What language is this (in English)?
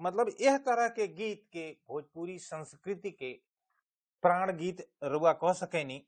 Bhojpuri